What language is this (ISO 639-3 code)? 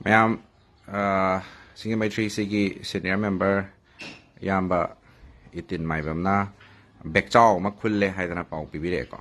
mni